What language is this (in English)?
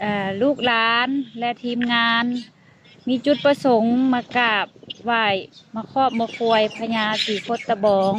Lao